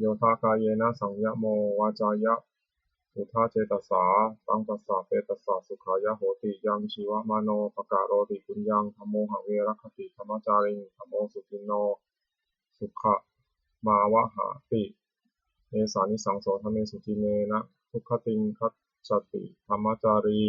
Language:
Pali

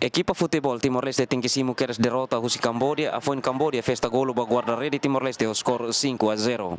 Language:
Tetum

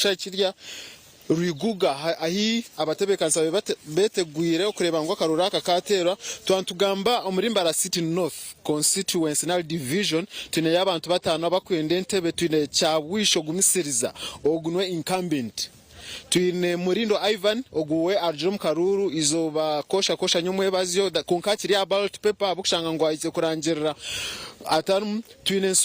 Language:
Nyankole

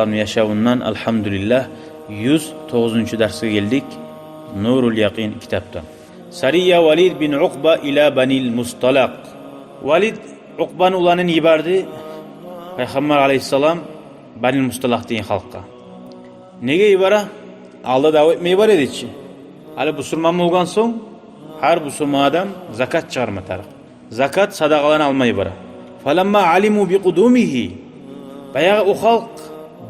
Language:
Kumyk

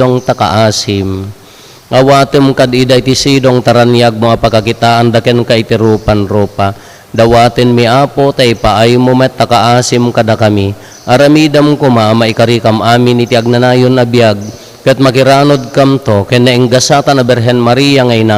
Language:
Iloko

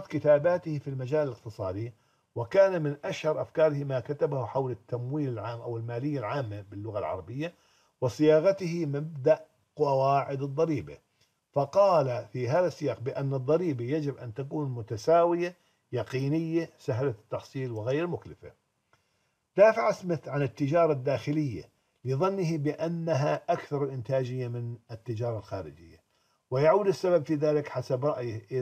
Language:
Arabic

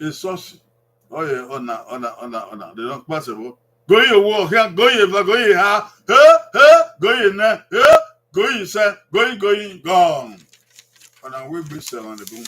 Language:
Bini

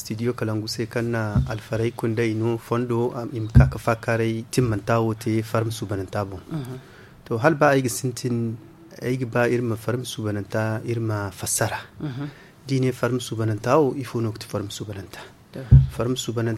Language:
Zarma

